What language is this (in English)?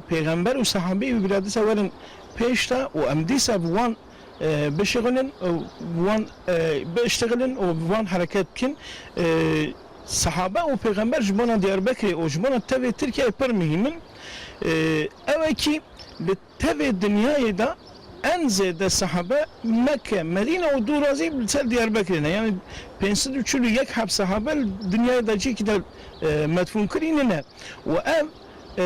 Kurdish